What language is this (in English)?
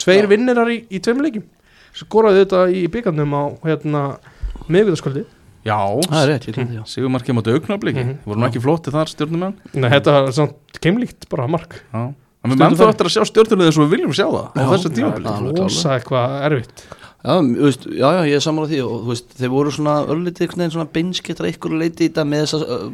Icelandic